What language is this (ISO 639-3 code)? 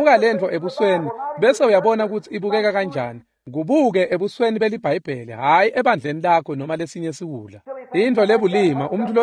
ssw